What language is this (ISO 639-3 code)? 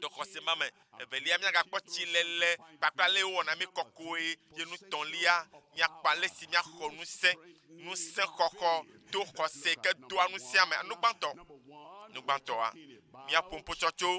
ewe